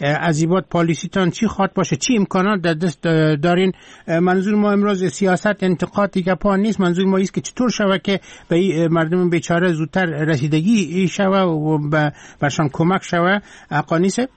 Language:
Persian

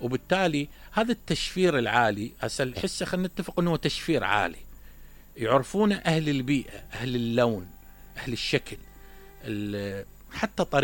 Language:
Mesopotamian Arabic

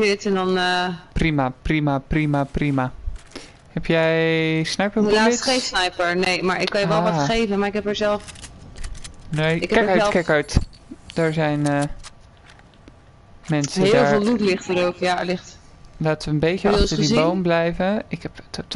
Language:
Dutch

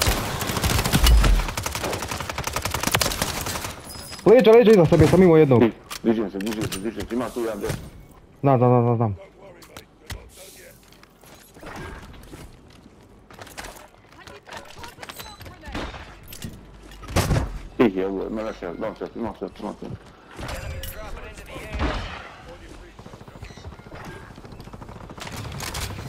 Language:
Croatian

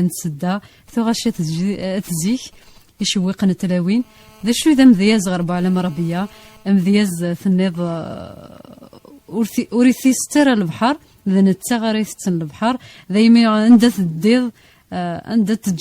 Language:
Kabyle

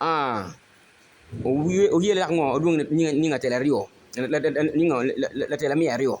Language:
Acoli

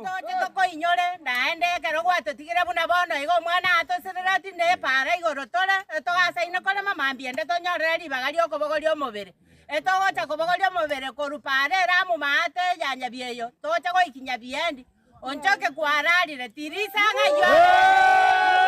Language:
Gusii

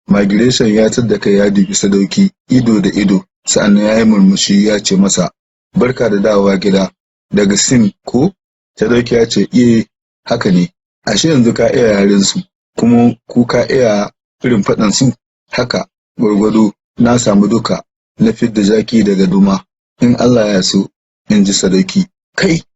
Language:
Hausa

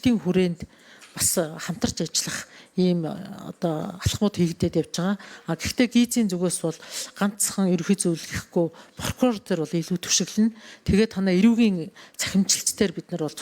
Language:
Mongolian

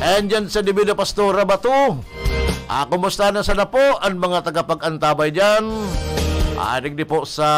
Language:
Bikol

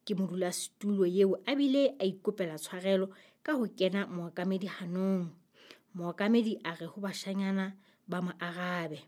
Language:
Southern Sotho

